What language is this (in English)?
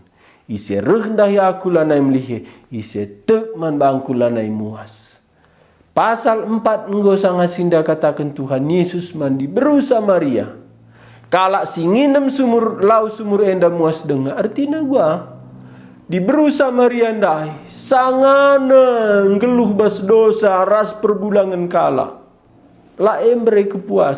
Batak Karo